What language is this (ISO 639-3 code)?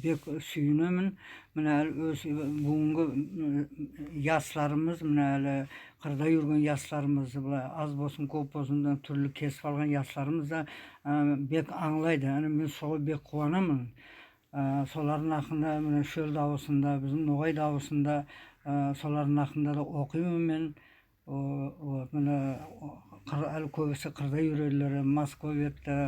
nog